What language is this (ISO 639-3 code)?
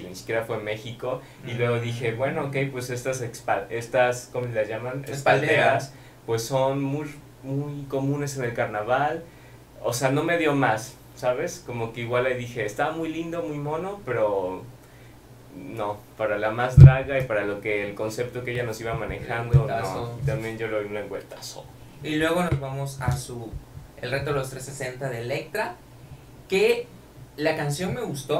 spa